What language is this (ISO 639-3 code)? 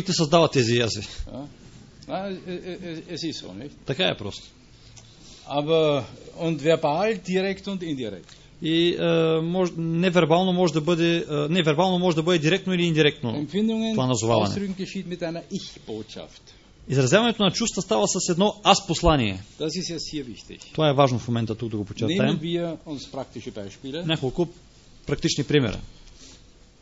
bul